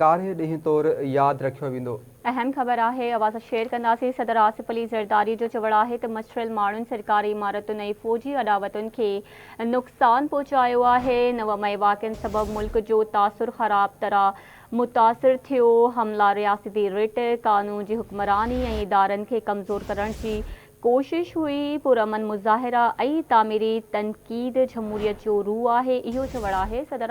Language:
Sindhi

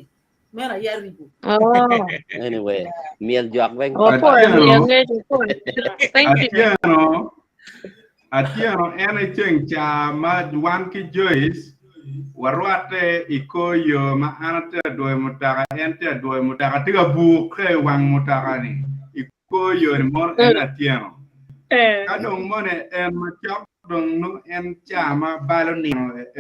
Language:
Acoli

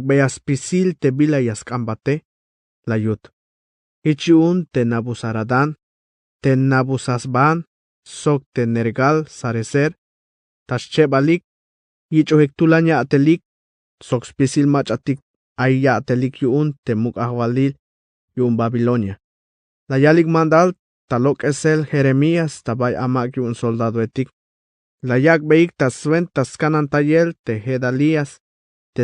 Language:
Tzeltal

